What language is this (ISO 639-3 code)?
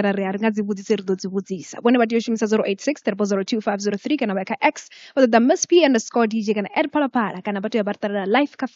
ven